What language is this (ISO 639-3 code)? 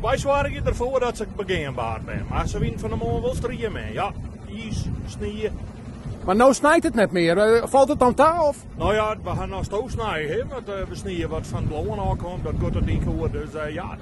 fry